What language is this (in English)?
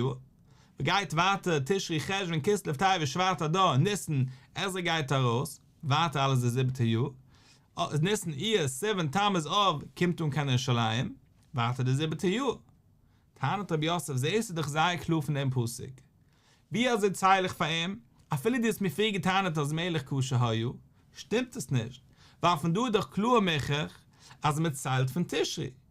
Yiddish